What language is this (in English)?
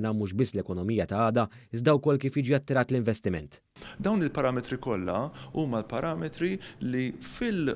Maltese